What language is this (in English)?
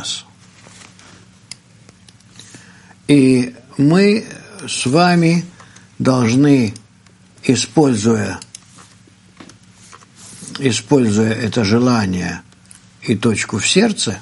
Russian